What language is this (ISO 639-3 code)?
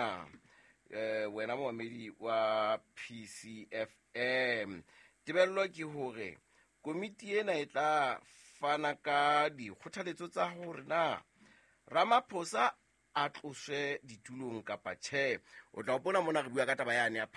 sot